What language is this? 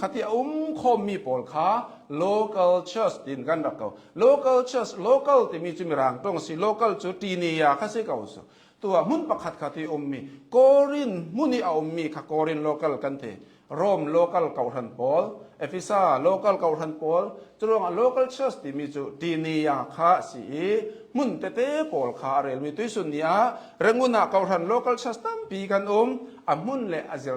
Hakha Chin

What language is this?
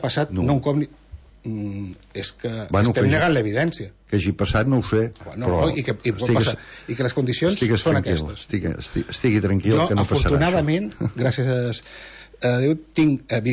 Catalan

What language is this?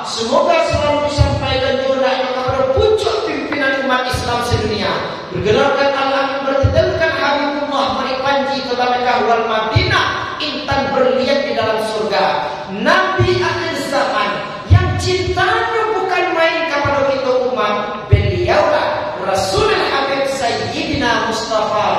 Minangkabau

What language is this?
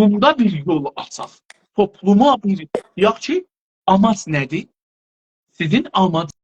South Azerbaijani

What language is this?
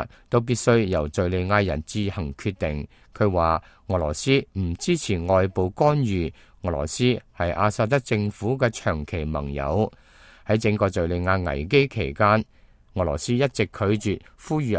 Cantonese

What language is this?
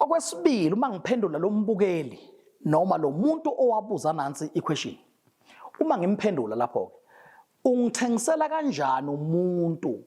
Zulu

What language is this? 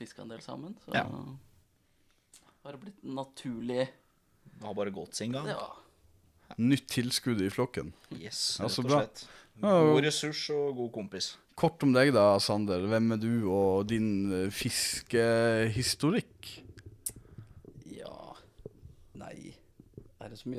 Norwegian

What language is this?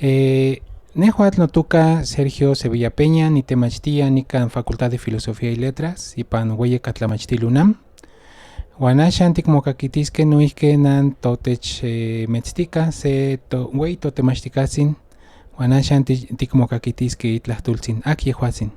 Central Nahuatl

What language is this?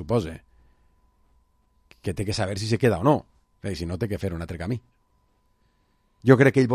Catalan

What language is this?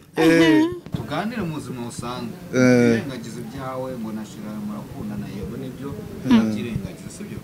Kinyarwanda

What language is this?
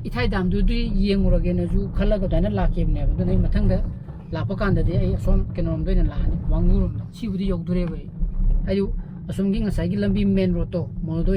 Manipuri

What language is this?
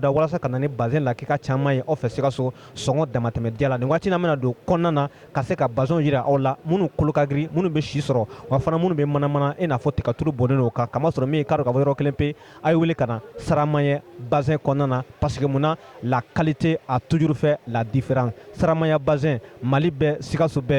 Bambara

